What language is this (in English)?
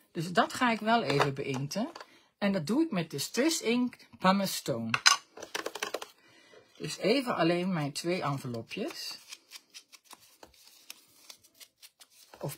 Dutch